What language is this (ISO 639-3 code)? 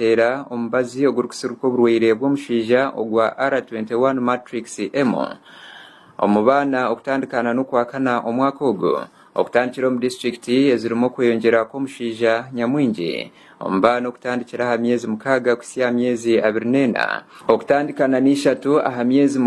nyn